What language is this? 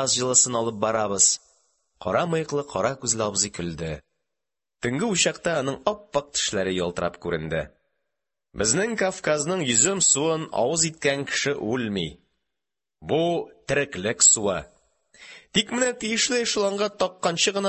Tatar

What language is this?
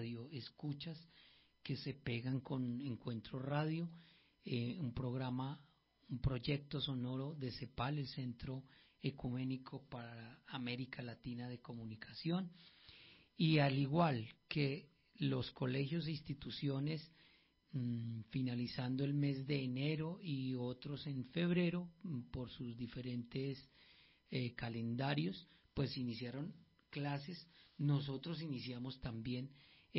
Spanish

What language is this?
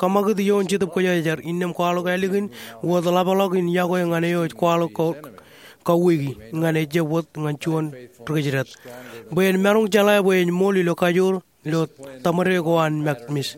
Marshallese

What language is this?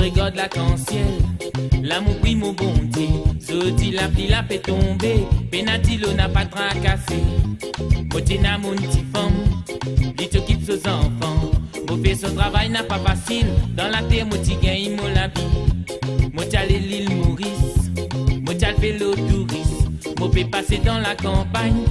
Réunion Creole French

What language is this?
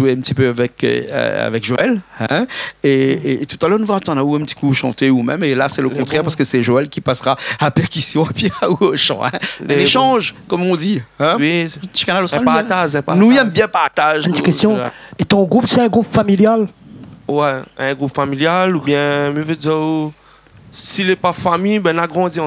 Réunion Creole French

